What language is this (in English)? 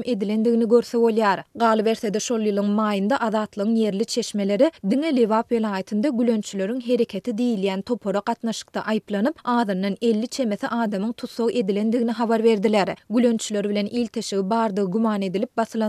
Turkmen